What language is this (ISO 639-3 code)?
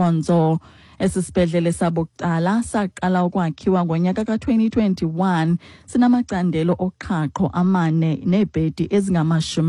xho